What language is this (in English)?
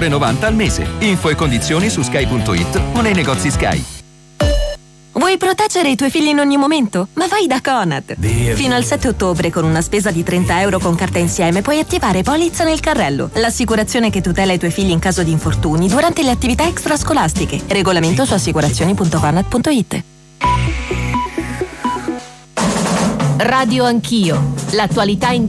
Italian